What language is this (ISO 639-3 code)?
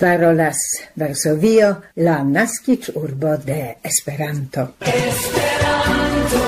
epo